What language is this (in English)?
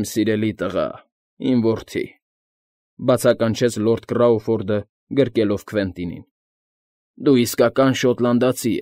Armenian